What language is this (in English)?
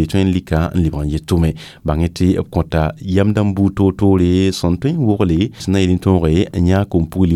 Mossi